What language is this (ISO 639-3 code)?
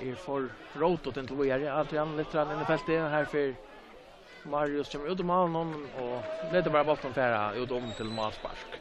fao